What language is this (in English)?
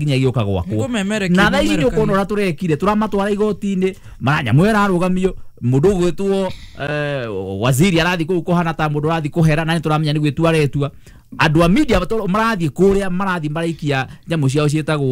Kikuyu